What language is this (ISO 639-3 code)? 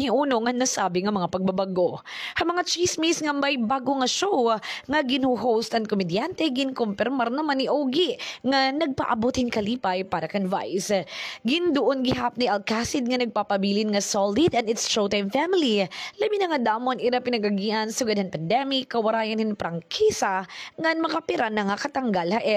war